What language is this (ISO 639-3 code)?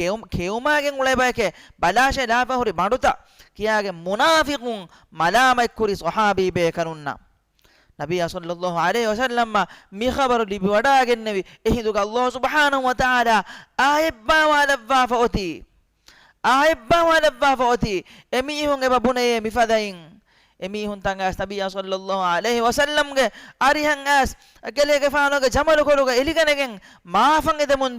div